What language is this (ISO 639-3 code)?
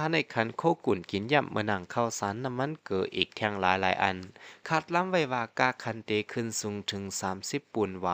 shn